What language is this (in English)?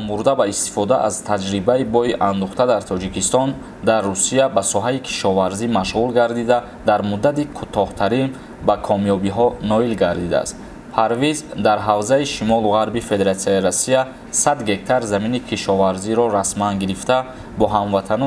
Tajik